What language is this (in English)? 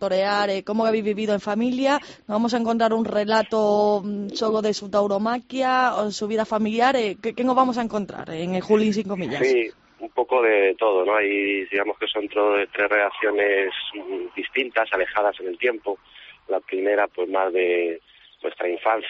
Spanish